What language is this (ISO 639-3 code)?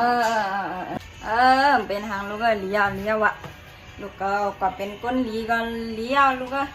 shn